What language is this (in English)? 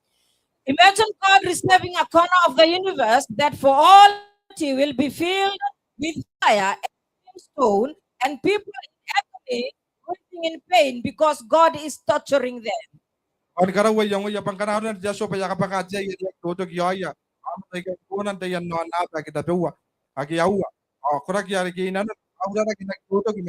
Gilbertese